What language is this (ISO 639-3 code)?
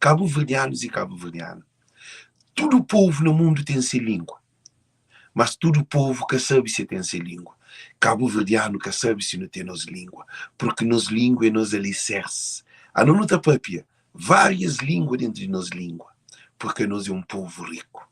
kea